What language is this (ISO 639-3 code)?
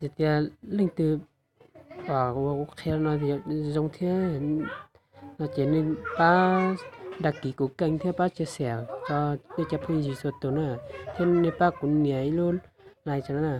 hmn